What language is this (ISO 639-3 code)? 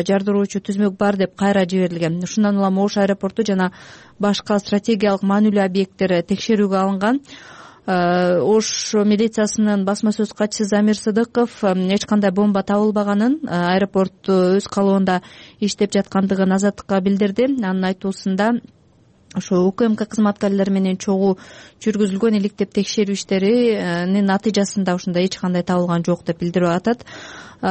kir